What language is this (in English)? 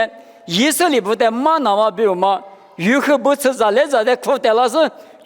Lisu